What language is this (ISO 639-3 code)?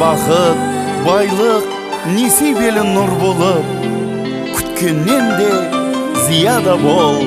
kaa